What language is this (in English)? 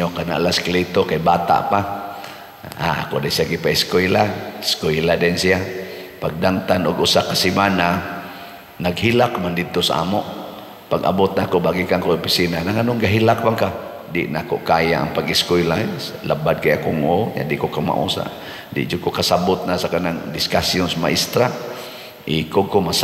Cebuano